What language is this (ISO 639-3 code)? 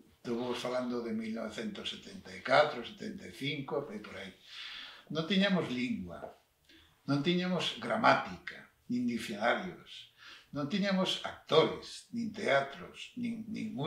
glg